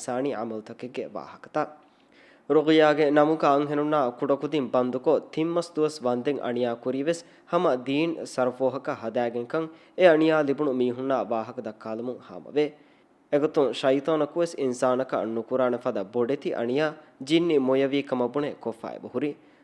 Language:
Divehi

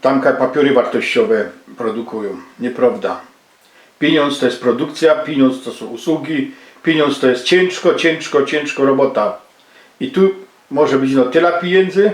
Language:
Silesian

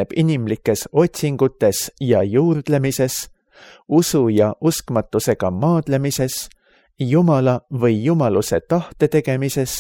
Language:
Estonian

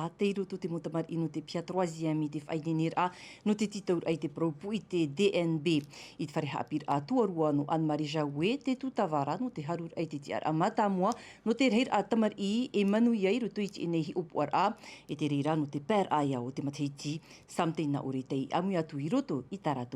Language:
Tahitian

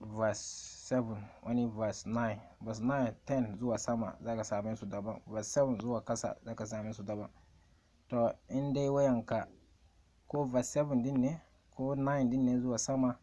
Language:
Hausa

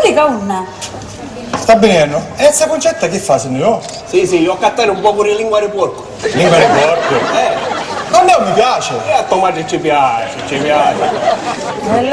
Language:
Sicilian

